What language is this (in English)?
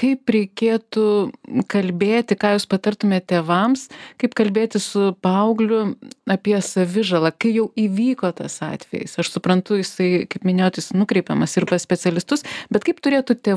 Lithuanian